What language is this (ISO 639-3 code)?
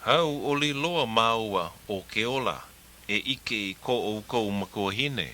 haw